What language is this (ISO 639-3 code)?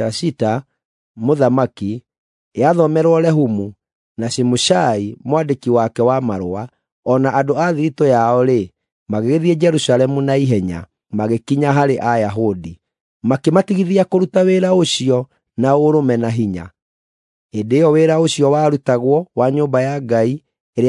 kik